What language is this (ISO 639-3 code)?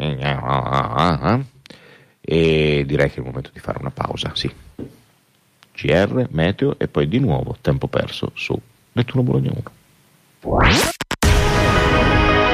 ita